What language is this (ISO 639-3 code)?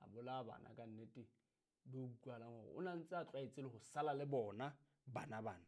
sot